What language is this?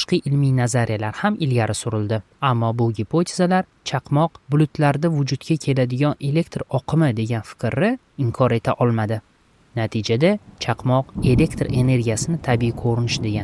Uzbek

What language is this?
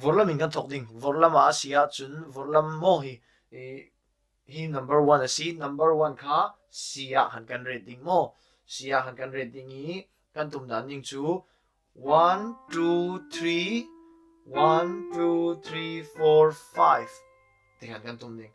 Falam Chin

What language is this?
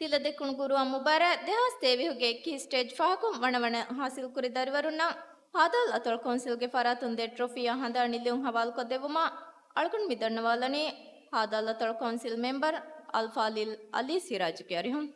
Divehi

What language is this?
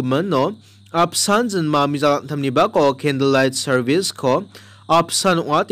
Garo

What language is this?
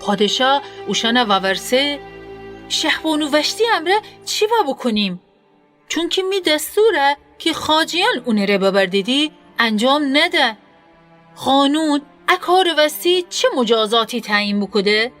Gilaki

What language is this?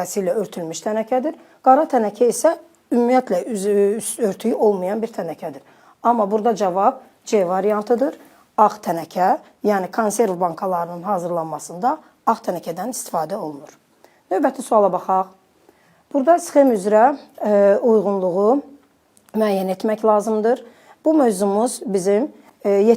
Azerbaijani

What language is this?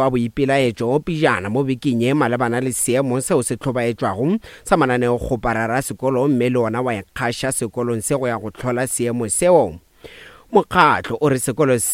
Northern Sotho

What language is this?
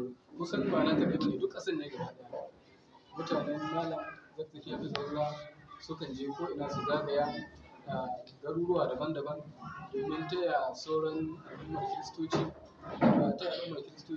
Hausa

